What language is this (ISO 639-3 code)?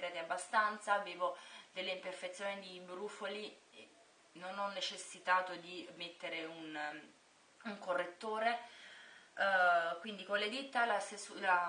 ita